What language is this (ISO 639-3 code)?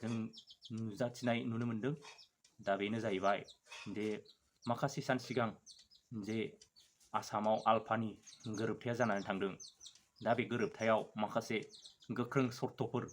brx